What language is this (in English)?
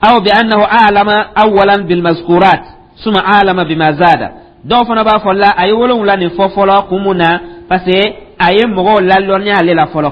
Dyula